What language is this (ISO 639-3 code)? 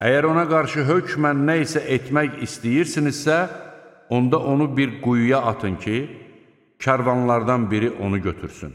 aze